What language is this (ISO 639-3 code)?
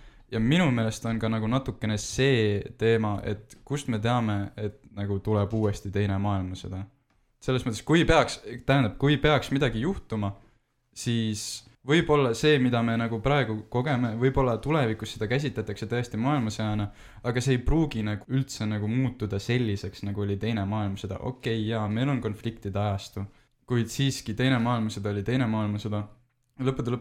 est